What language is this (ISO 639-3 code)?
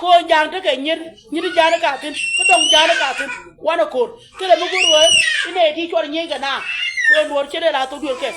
nus